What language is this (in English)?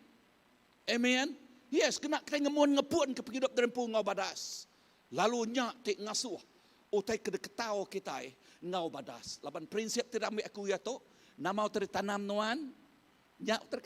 Iban